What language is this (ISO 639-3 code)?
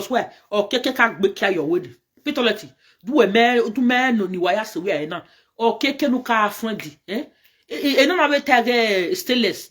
pcm